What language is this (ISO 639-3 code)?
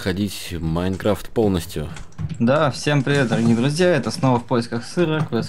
rus